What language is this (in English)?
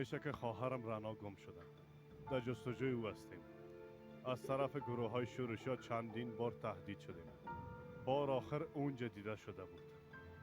Persian